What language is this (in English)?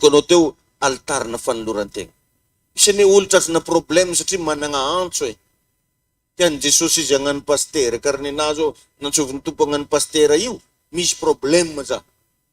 Malagasy